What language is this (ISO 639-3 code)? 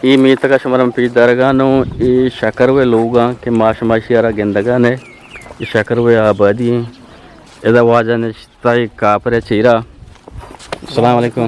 bgp